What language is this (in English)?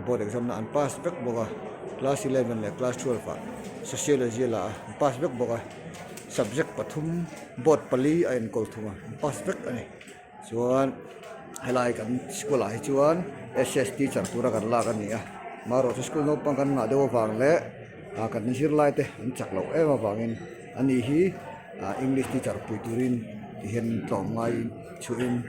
Mizo